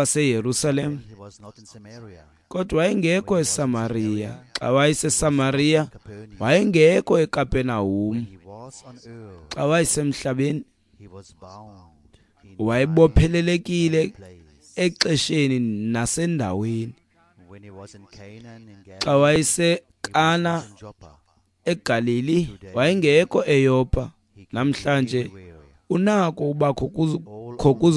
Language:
Xhosa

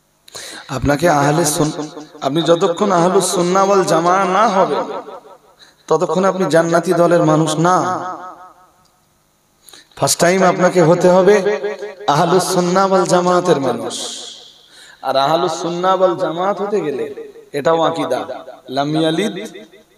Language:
Bangla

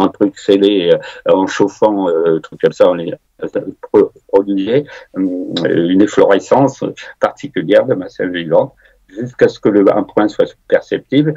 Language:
French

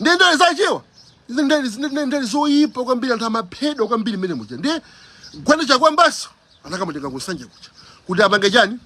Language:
Nyanja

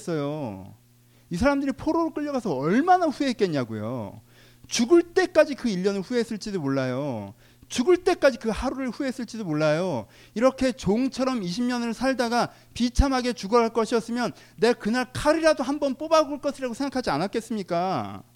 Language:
Korean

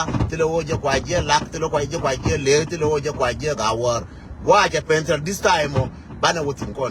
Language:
Nuer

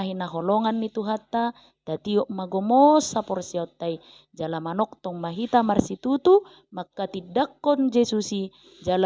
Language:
Batak Toba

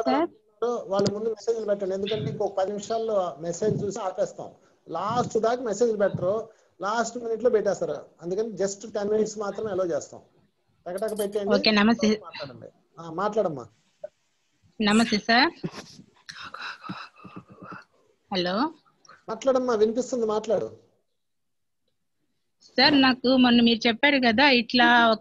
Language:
Telugu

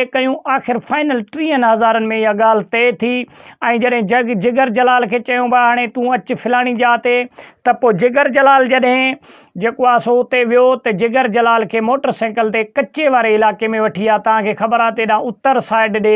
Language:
Sindhi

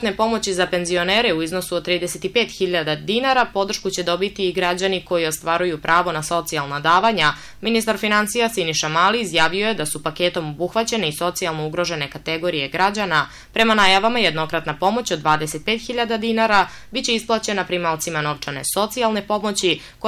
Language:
Serbian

